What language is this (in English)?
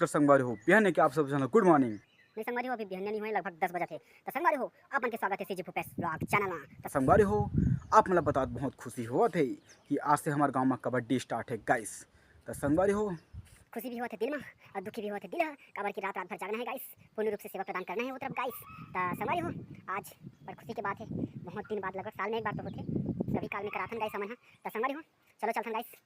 Chhattisgarhi